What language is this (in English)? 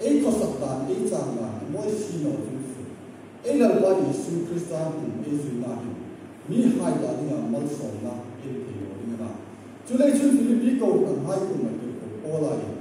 Hmar